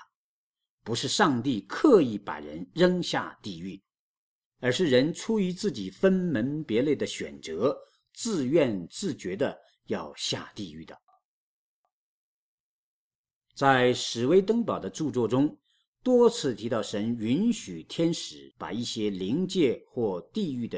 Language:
Chinese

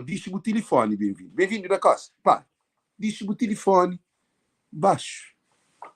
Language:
Kabuverdianu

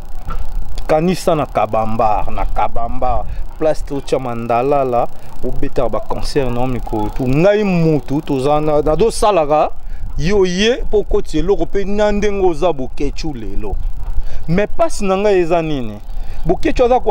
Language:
Lingala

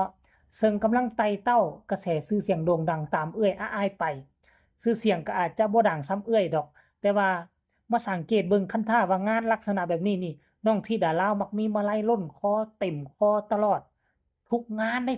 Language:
Northeastern Thai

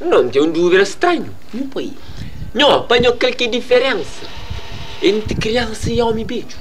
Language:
Kabuverdianu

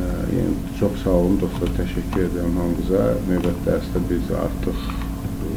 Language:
Azerbaijani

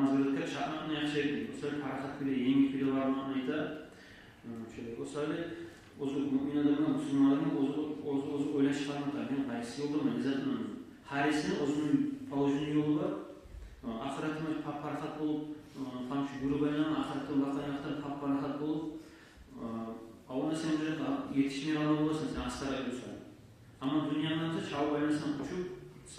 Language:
Kumyk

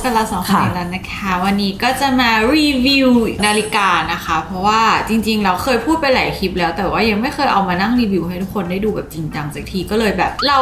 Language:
Thai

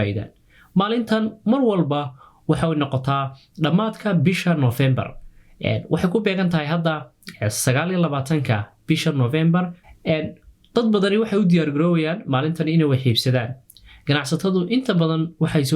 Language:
Somali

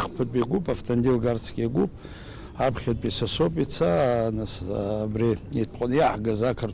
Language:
Abkhazian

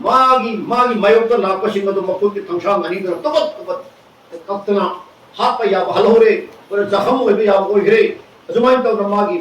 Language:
Manipuri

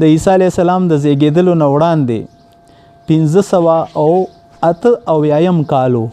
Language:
Pashto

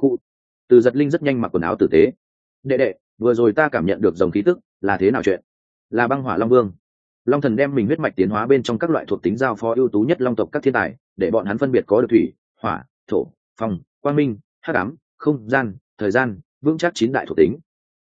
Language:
Vietnamese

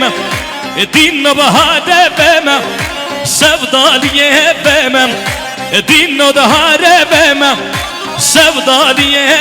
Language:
Kurdish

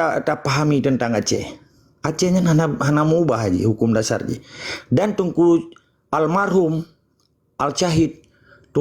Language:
Achinese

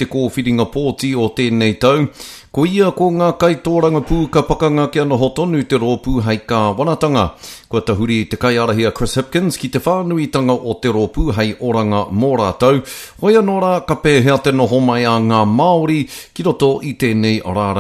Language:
Māori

